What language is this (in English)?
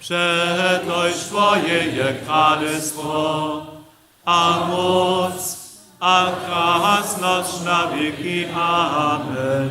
Upper Sorbian